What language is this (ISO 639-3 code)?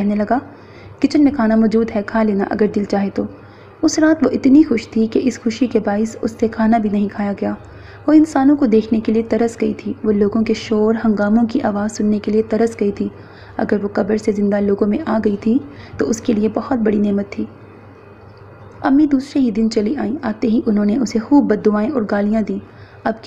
urd